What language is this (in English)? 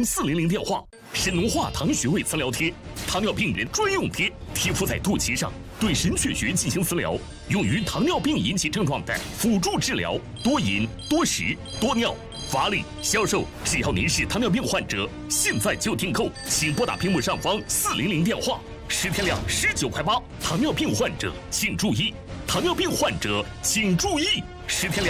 Chinese